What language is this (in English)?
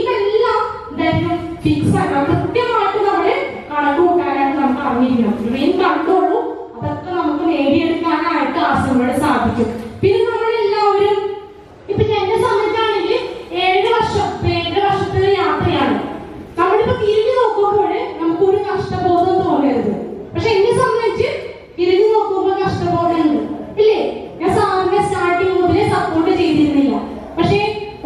Malayalam